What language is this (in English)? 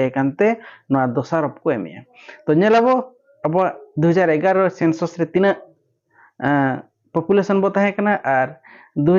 Santali